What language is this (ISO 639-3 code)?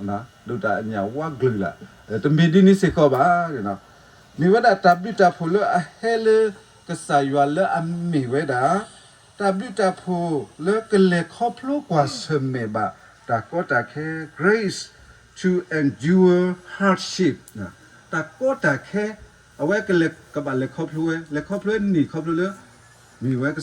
ksw